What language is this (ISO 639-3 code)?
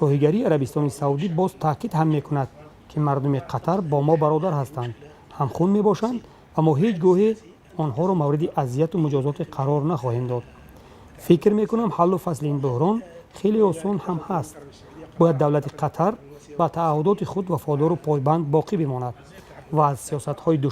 tgk